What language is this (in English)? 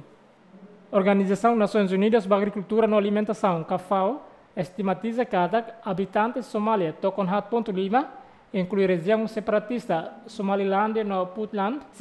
Tetum